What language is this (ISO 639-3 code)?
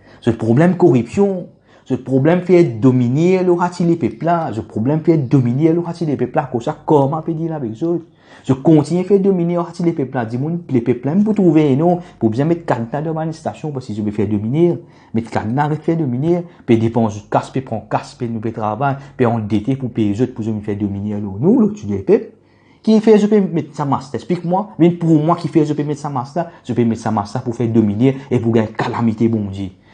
mfe